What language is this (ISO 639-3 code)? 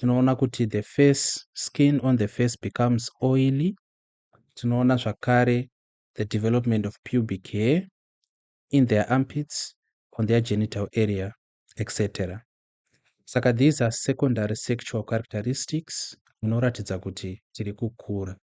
sna